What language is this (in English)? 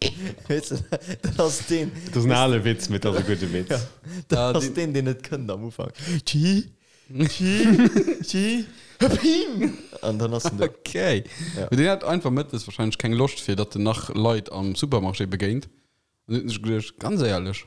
Luxembourgish